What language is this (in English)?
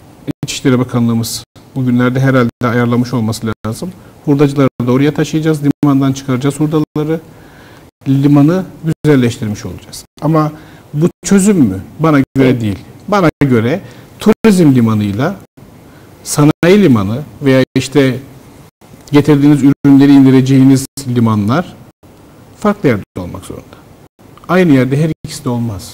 Turkish